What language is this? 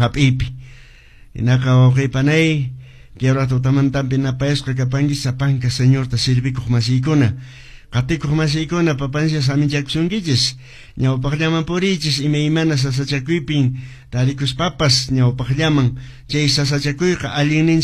Quechua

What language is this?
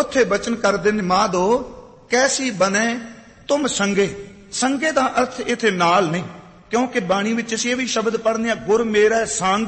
Punjabi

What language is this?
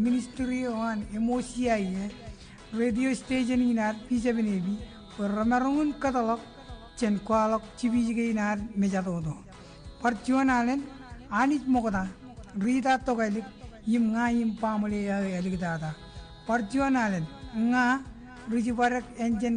Marshallese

